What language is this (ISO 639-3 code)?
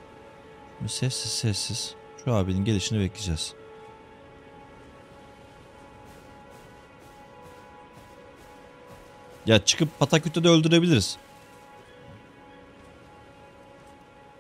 tur